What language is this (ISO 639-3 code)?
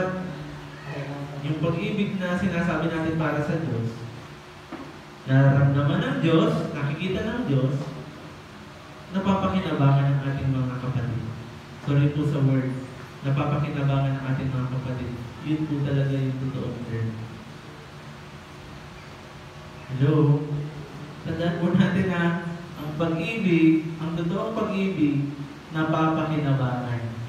fil